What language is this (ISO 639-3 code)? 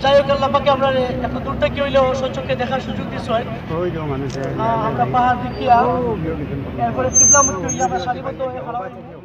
syl